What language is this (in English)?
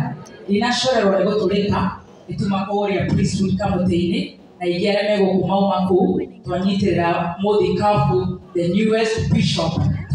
Kikuyu